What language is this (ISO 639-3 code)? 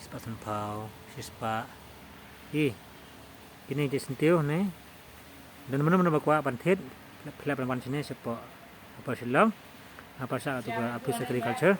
kha